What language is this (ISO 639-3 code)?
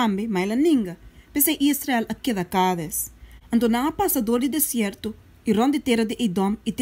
pap